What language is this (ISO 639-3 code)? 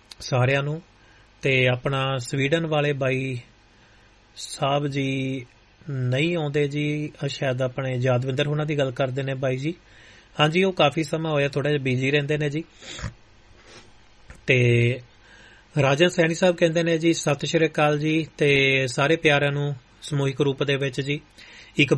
pan